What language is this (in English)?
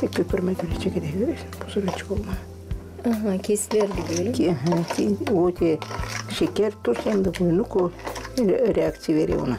Gagauz